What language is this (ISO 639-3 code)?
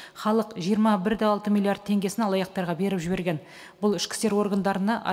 kaz